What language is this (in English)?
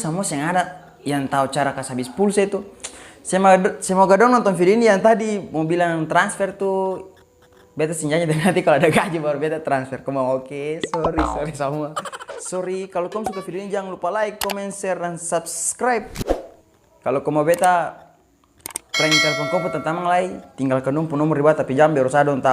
Ambonese Malay